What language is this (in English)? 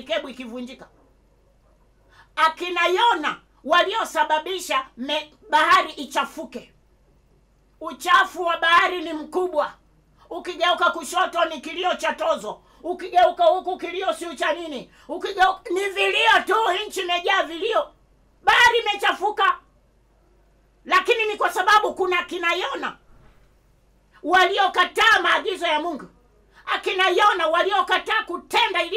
Swahili